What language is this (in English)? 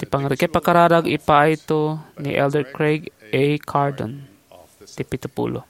Iloko